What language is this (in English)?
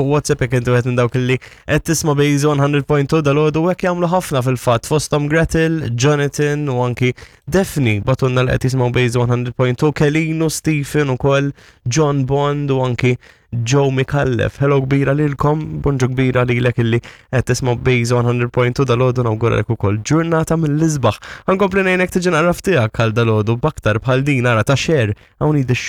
Maltese